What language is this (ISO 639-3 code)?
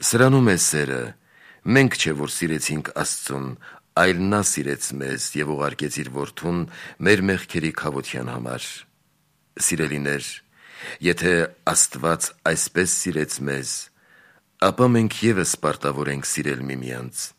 hye